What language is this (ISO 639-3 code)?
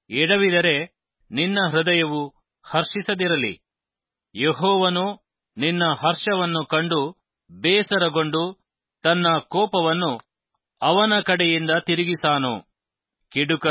kan